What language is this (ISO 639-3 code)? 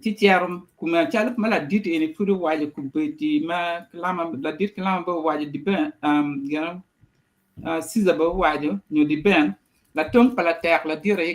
ach